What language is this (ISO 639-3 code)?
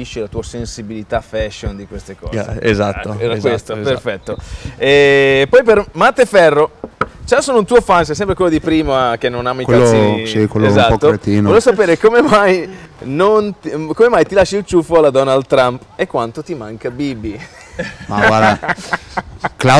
ita